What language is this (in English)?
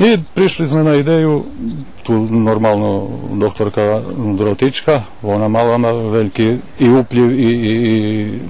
Rusyn